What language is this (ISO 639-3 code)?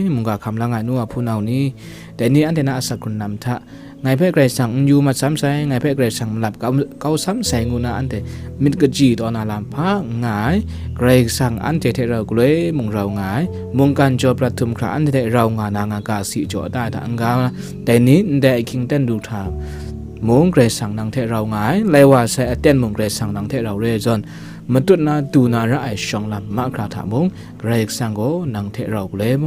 kac